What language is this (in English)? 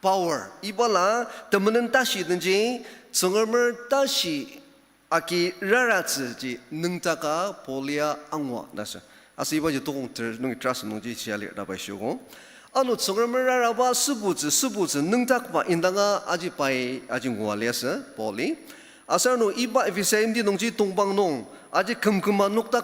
Ao Naga